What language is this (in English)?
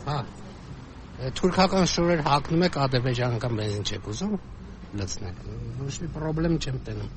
Armenian